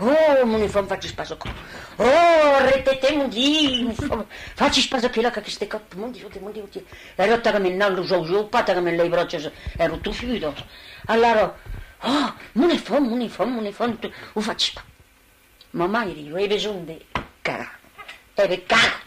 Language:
Occitan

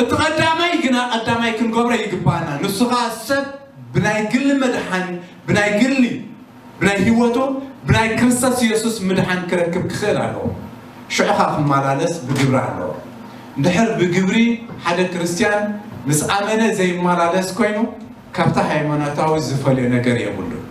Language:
Tigrinya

